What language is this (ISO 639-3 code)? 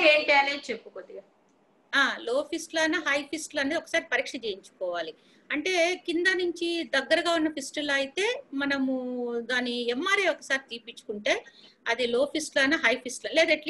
tel